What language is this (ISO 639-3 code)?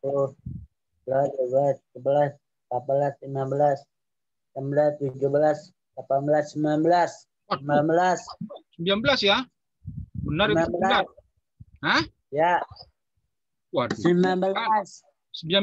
ind